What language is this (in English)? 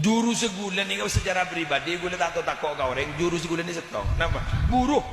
Madurese